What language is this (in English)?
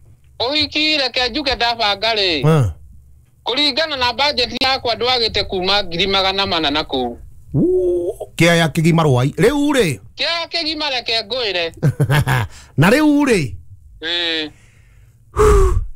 Kikuyu